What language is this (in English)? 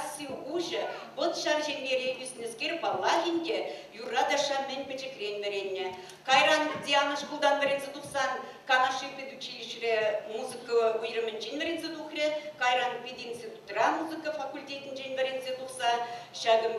Chuvash